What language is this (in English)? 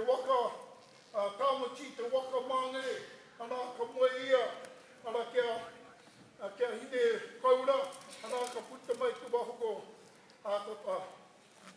Māori